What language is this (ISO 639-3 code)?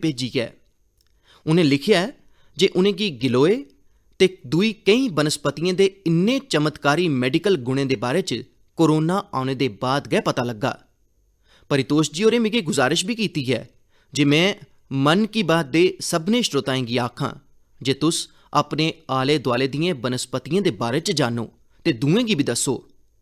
doi